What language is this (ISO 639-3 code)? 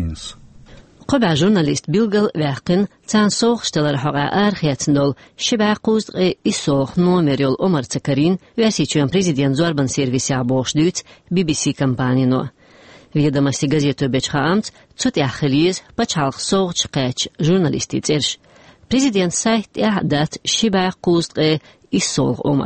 che